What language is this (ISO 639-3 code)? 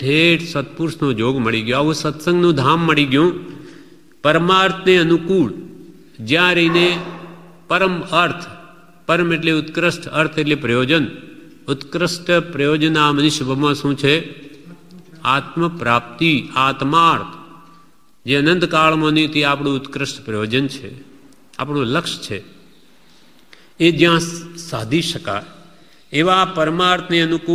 guj